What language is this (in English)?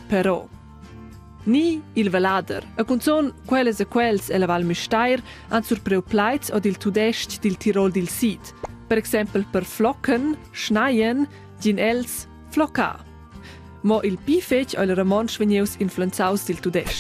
Romansh